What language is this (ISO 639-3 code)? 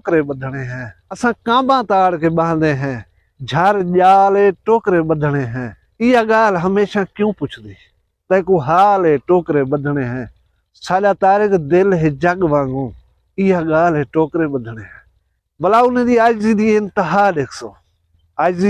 skr